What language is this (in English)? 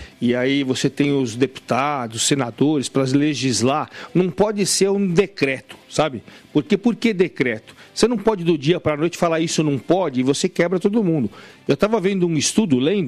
Portuguese